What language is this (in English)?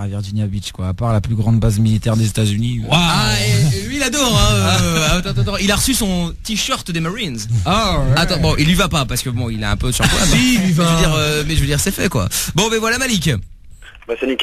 French